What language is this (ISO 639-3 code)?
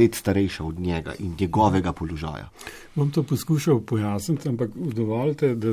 slv